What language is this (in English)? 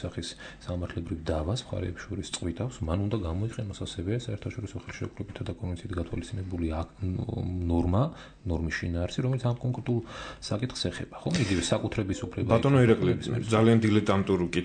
Georgian